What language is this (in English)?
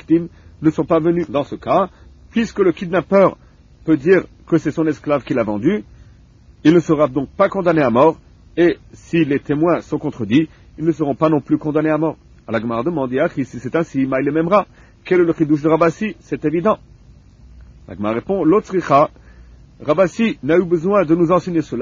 French